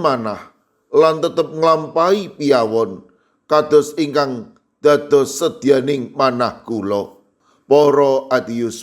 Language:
Javanese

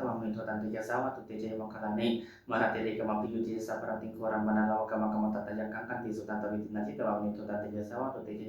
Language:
Pali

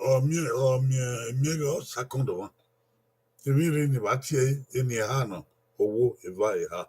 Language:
Bini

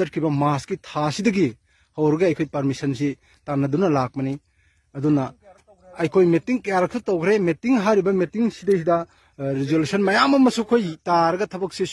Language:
Manipuri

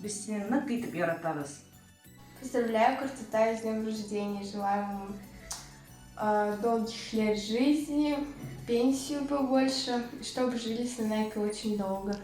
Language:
Bashkir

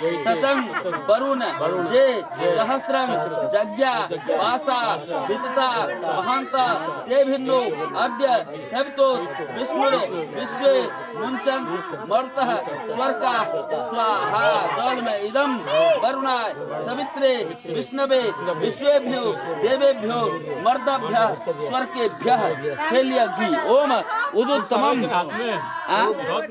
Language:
Maithili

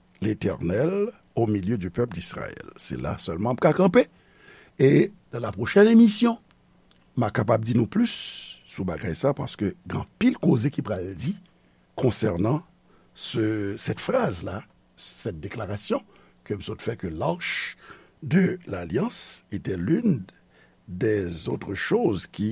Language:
Haitian Creole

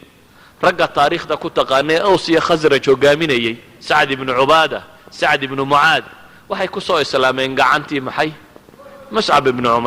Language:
Somali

